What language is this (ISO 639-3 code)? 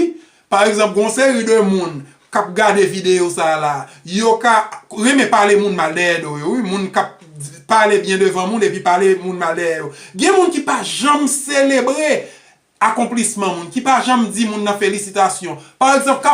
hat